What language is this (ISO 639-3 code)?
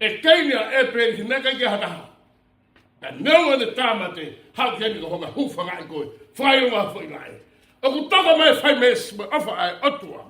ton